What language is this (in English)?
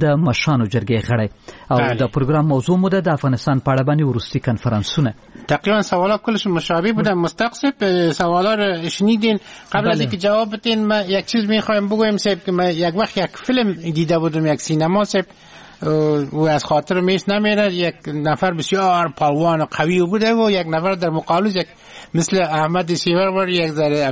Persian